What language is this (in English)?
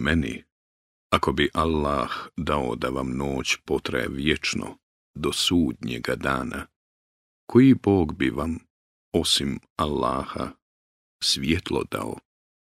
Bosnian